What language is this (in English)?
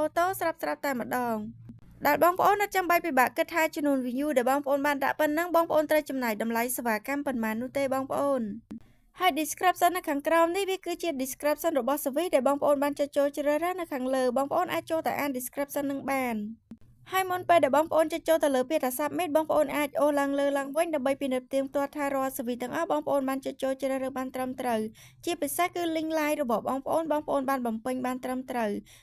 Khmer